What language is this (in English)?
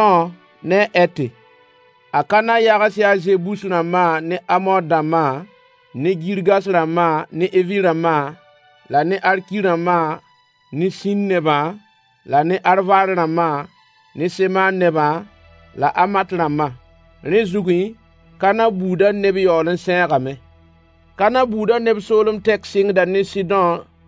Mossi